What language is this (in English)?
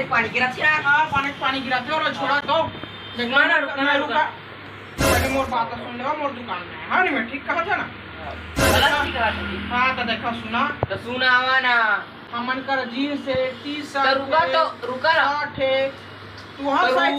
Chhattisgarhi